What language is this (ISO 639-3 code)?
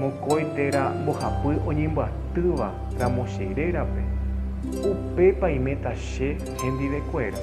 grn